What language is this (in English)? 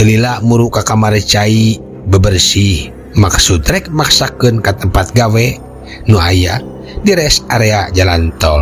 Sundanese